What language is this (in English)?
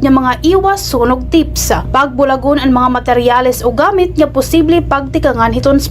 Waray